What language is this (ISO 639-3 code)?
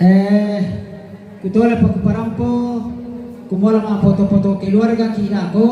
sda